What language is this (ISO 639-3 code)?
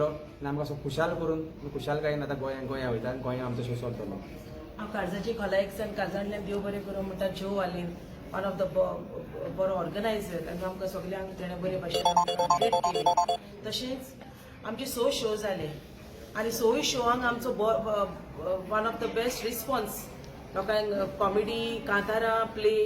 kok